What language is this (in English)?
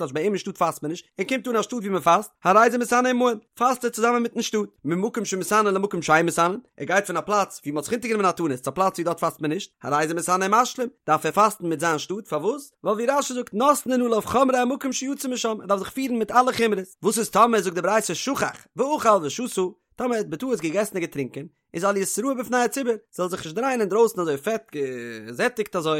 Yiddish